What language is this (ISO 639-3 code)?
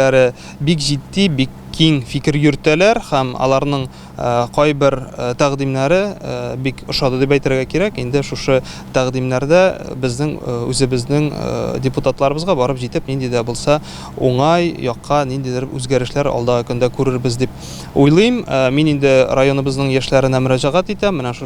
tat